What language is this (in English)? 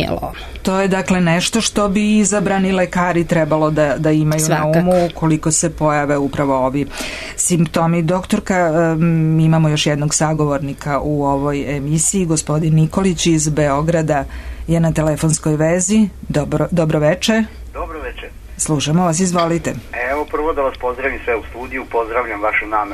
Serbian